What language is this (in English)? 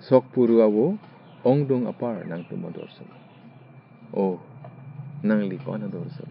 Karbi